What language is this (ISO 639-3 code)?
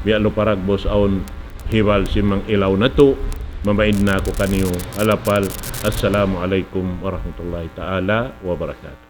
tsg